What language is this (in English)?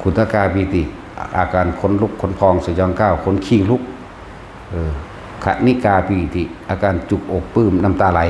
Lao